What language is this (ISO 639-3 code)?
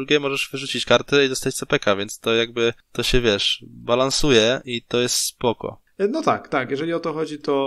pol